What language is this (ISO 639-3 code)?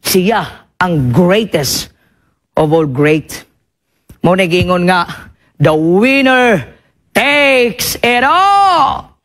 ceb